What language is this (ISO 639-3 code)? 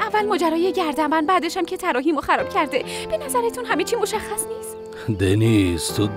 fas